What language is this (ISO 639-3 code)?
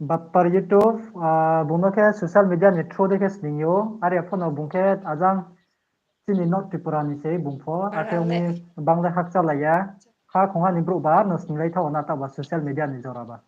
ria